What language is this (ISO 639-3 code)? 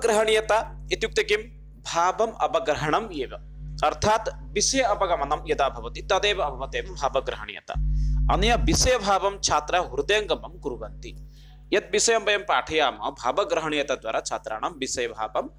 san